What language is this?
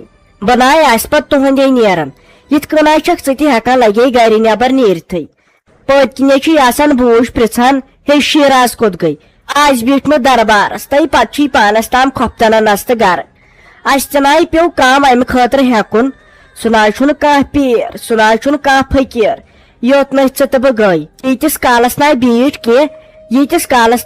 Kashmiri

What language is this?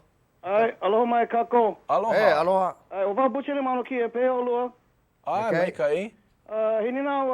Hawaiian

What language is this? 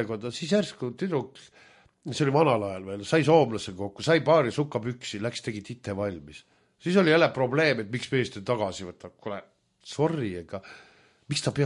Estonian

